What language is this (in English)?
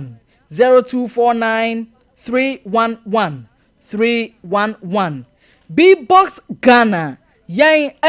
Akan